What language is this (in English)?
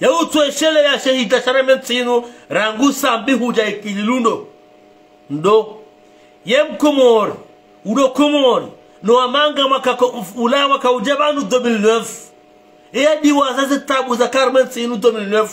Ngazidja Comorian